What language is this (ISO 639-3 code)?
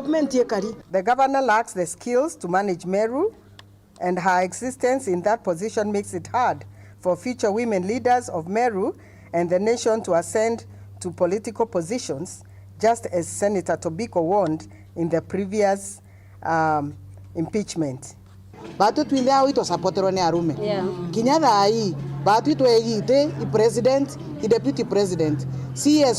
mer